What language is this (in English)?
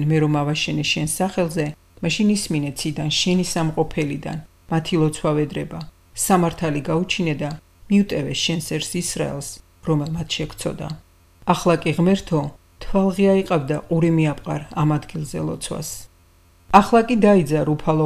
Georgian